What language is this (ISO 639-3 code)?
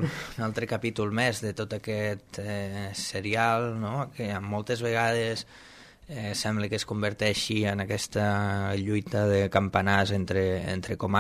cat